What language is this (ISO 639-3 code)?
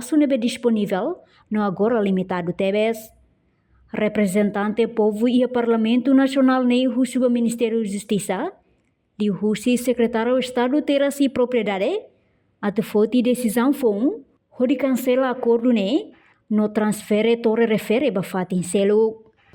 tet